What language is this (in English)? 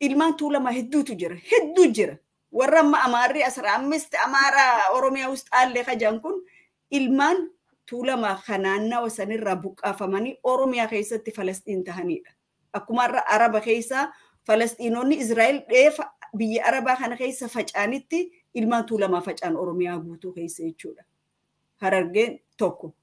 Oromo